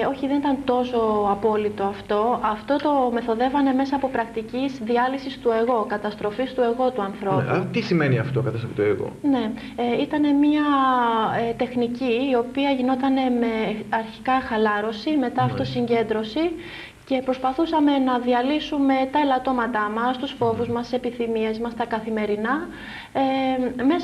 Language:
Greek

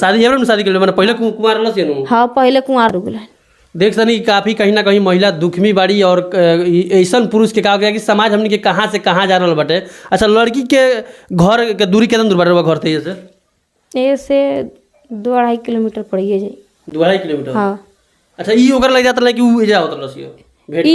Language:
Bhojpuri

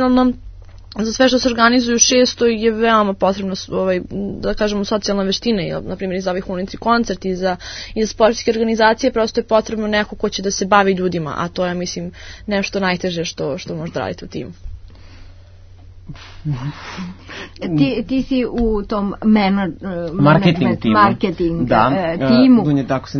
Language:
Serbian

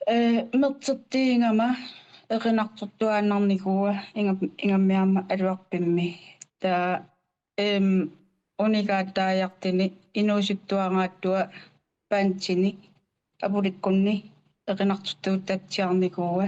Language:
Kalaallisut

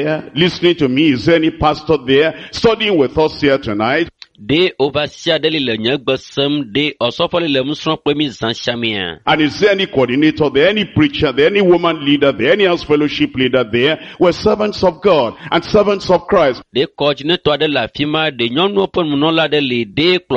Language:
Ewe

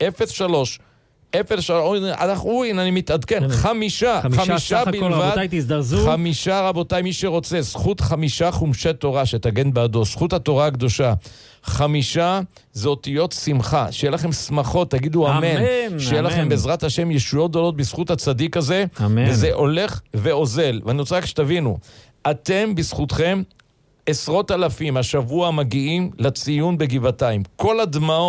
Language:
Hebrew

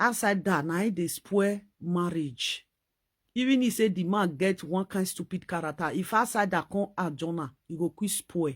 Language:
Nigerian Pidgin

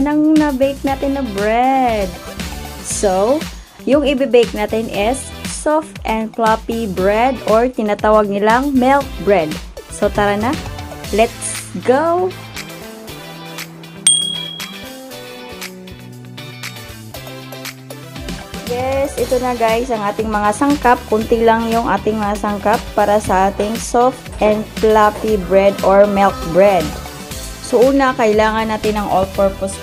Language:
Filipino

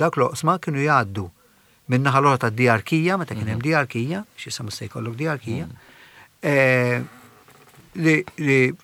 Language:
Maltese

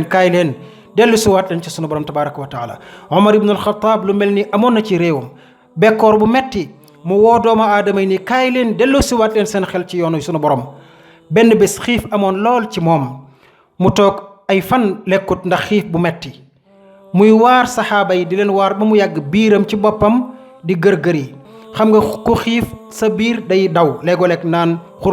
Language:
Wolof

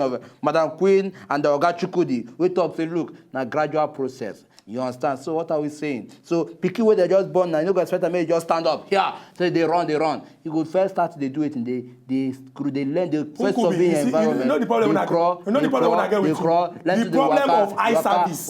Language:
Nigerian Pidgin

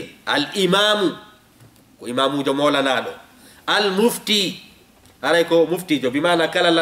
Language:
Fula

